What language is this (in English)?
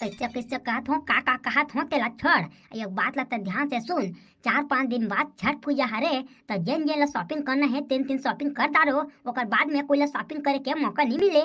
Chhattisgarhi